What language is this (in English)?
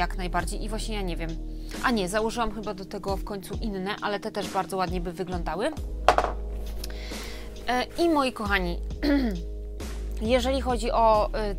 Polish